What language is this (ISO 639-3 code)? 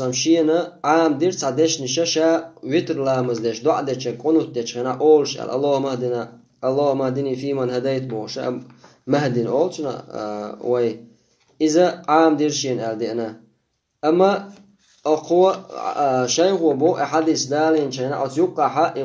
che